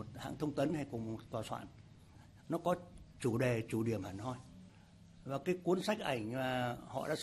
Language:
Vietnamese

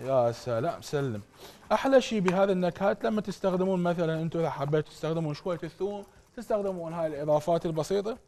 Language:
Mesopotamian Arabic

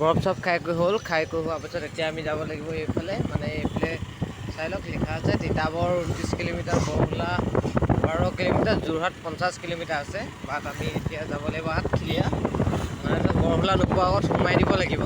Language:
Assamese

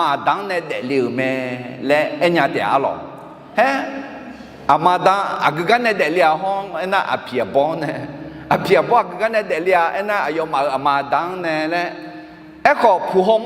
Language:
Akha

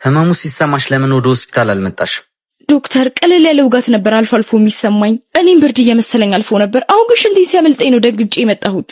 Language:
Amharic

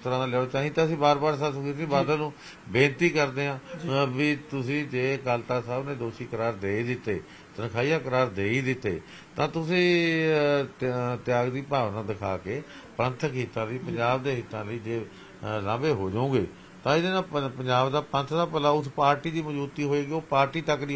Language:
Punjabi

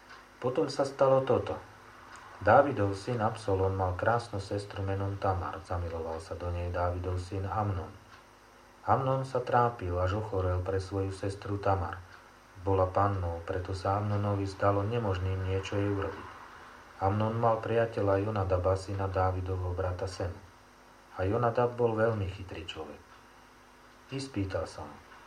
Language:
Slovak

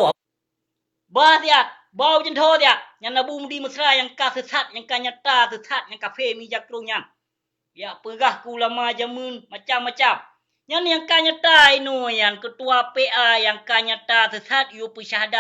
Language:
Achinese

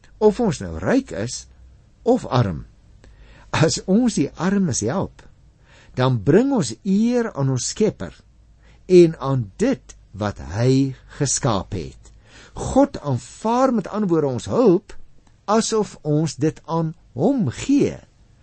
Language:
Afrikaans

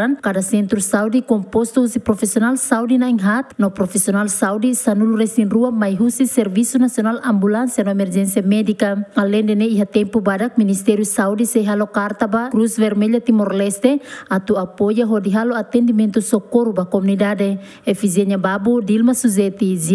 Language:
Tetum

